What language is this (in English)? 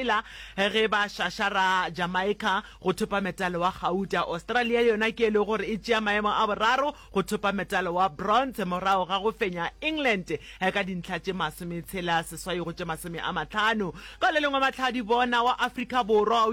Northern Sotho